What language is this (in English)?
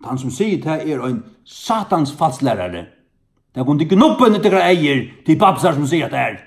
Faroese